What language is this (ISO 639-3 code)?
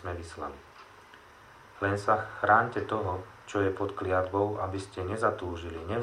slk